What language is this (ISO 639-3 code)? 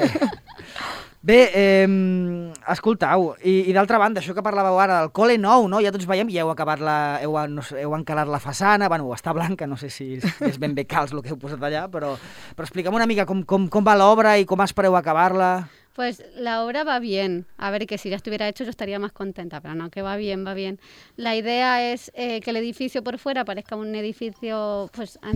cat